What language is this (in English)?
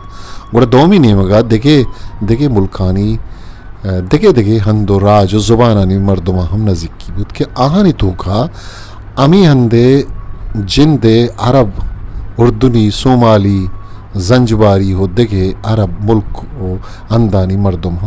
Eastern Balochi